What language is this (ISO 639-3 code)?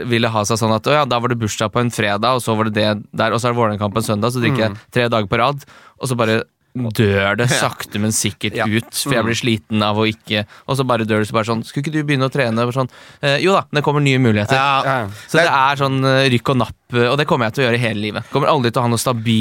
nor